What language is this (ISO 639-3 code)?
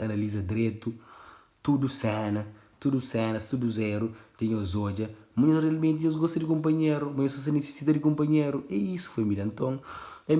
kea